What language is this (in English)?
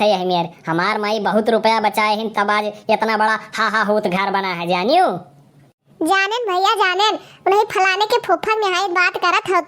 Awadhi